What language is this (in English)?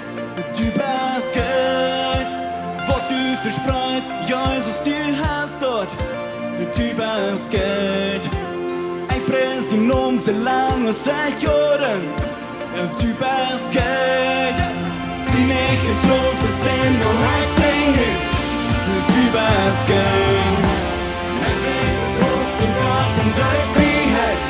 Plautdietsch